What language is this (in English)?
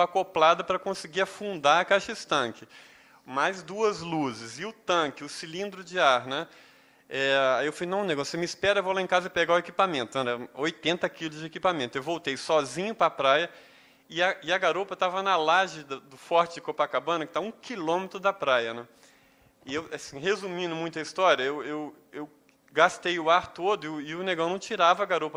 Portuguese